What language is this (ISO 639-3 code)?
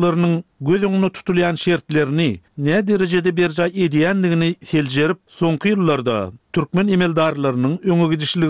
tuk